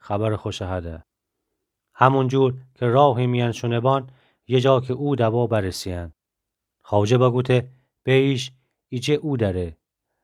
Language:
Gilaki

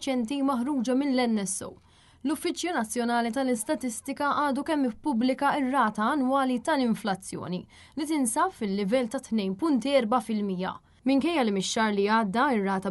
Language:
Maltese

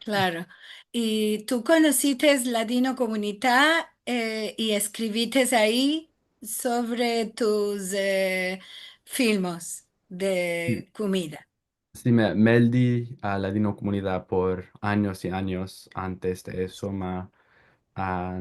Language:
Ladino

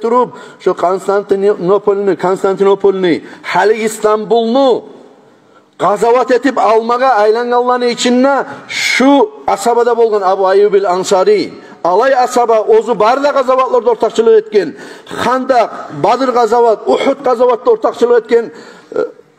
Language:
Kumyk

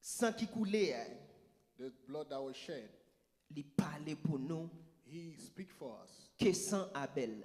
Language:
Haitian Creole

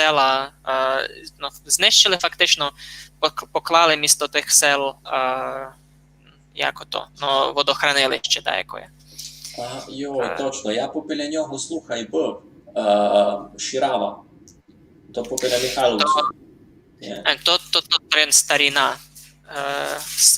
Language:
Rusyn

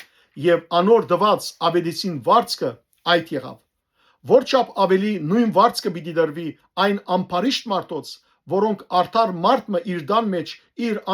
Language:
Western Armenian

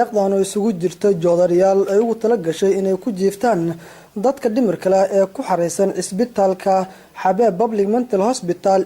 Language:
Somali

